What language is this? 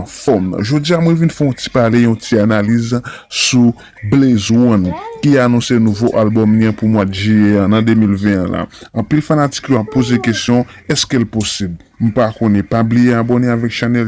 Haitian Creole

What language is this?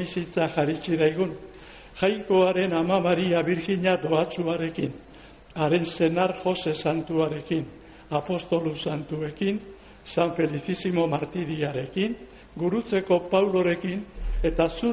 Basque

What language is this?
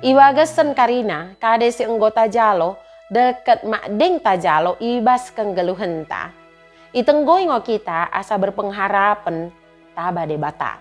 Batak Dairi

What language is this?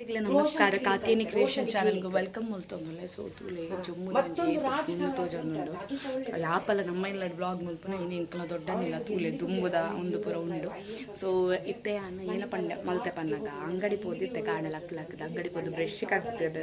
Tulu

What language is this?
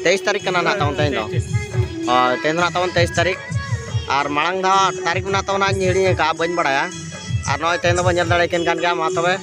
Santali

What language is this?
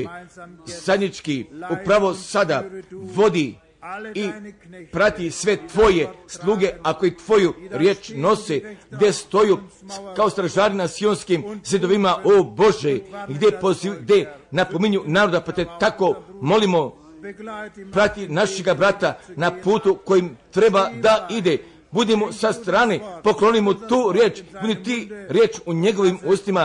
Croatian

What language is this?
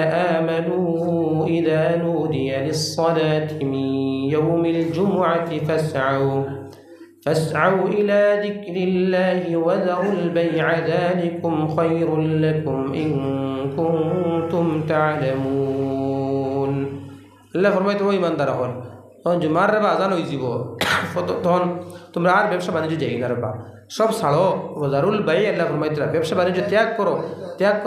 Sylheti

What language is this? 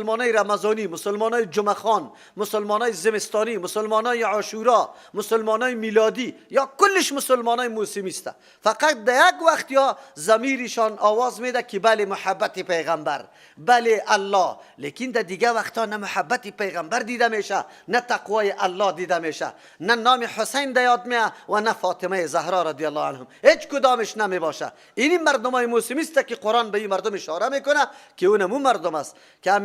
Persian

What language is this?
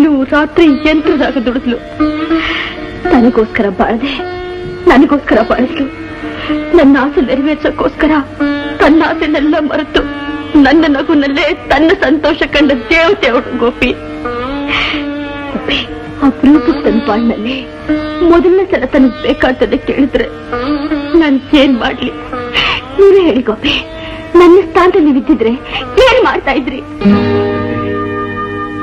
Kannada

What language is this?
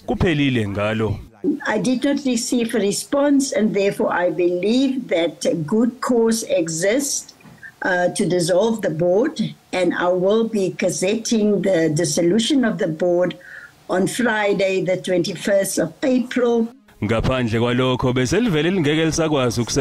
Zulu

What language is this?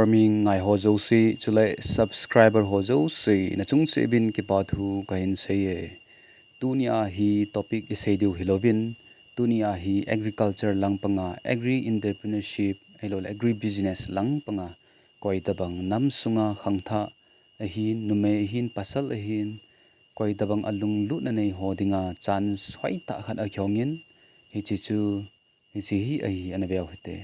Thado Chin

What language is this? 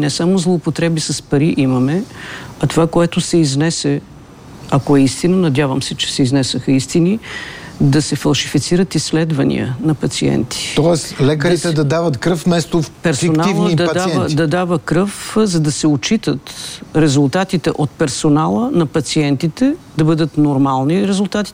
Bulgarian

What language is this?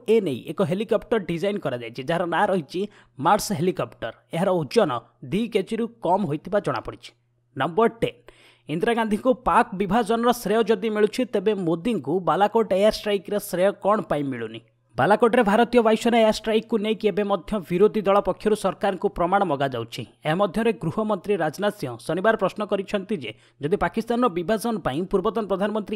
Odia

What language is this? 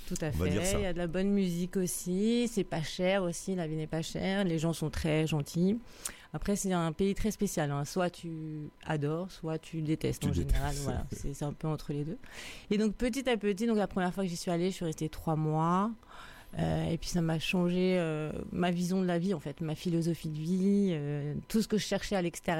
French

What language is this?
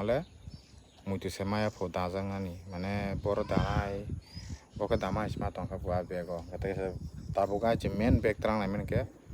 Kok Borok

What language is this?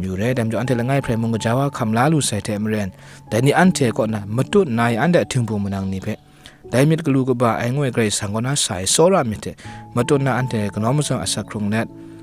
Kachin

